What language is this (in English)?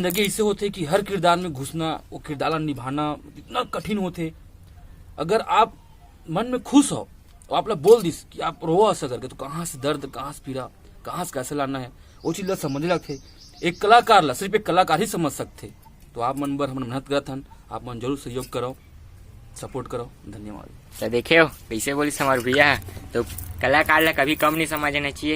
Chhattisgarhi